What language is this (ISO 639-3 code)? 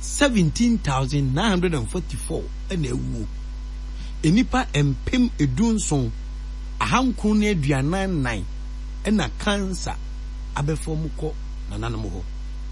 aka